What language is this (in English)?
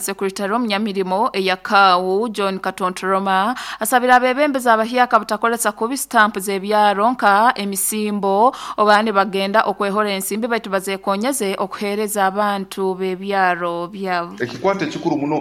Nyoro